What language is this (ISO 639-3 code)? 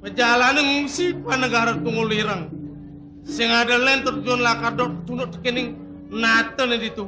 ban